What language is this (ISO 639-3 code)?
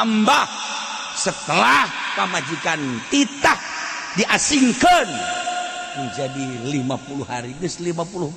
sun